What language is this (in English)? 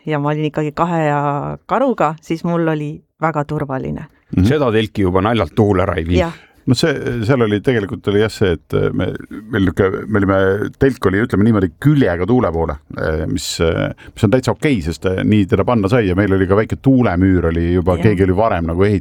Estonian